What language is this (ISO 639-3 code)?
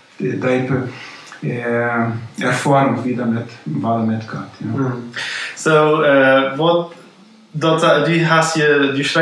pdt